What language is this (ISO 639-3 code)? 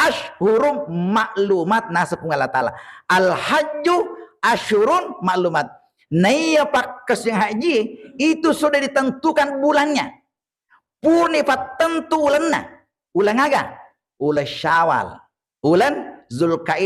bug